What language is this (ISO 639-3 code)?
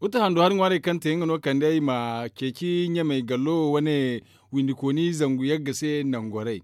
dje